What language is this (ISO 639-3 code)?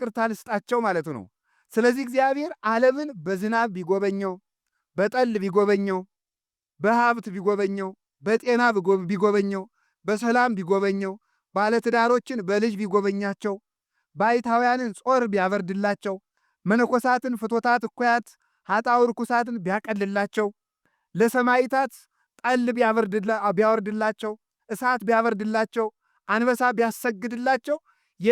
amh